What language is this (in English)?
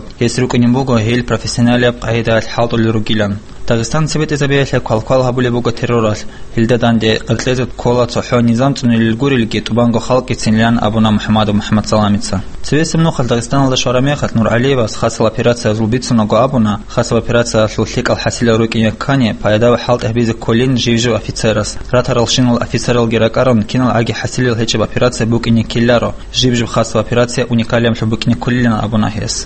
Avaric